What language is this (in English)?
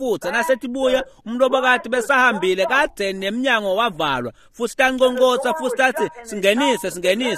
Swati